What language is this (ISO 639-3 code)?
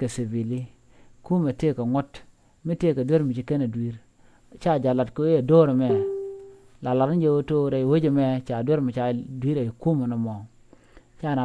nus